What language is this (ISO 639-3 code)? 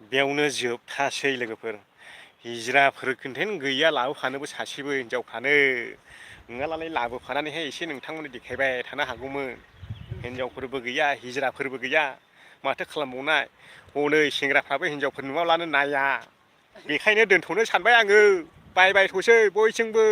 brx